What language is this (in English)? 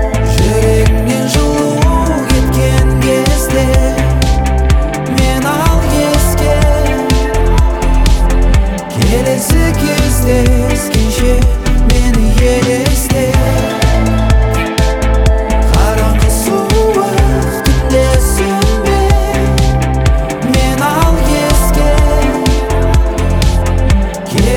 Kazakh